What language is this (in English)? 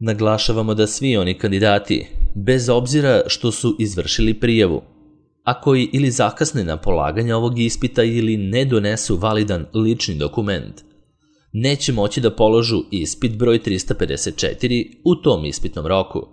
Serbian